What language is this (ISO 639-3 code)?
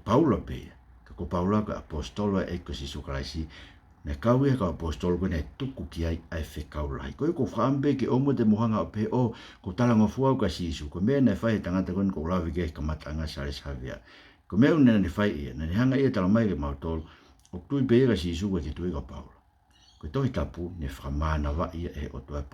ton